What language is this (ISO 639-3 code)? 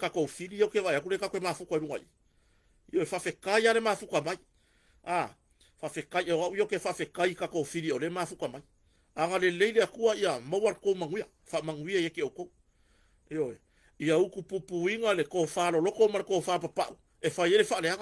smo